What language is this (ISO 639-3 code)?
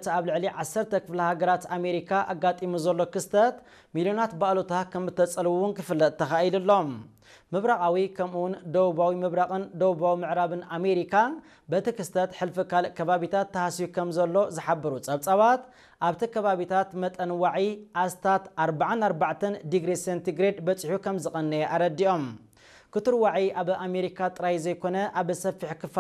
tir